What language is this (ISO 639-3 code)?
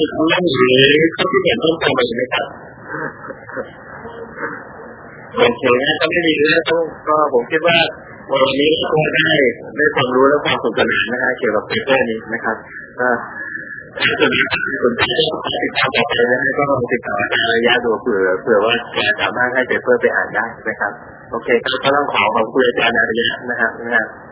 tha